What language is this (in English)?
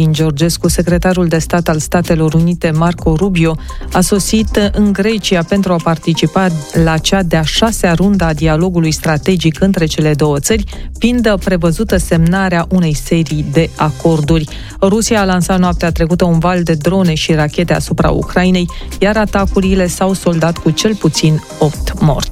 Romanian